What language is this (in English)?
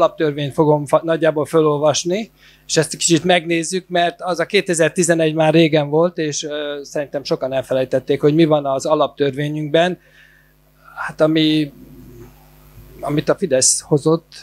Hungarian